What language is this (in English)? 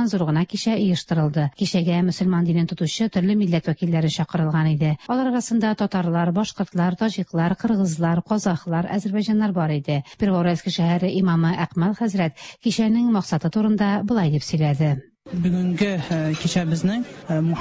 Tatar